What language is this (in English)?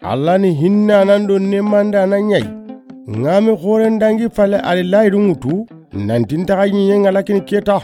Soninke